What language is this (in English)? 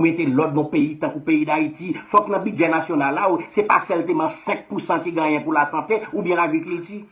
Haitian Creole